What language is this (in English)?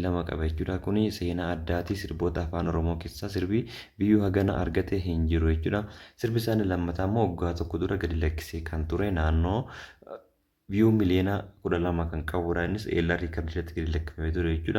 Oromo